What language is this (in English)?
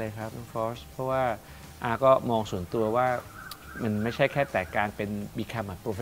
Thai